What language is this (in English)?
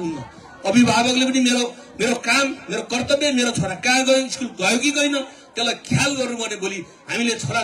Nepali